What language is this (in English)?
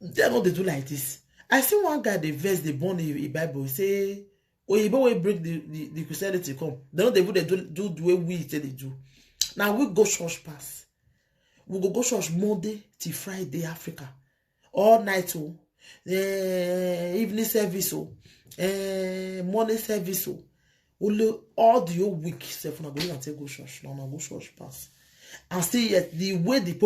Nigerian Pidgin